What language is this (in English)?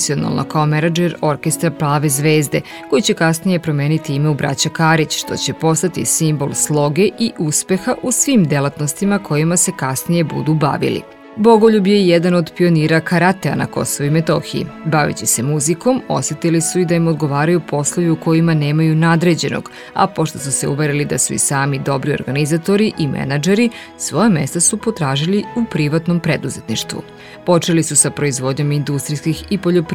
Serbian